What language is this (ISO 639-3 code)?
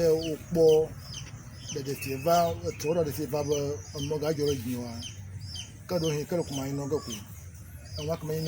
ewe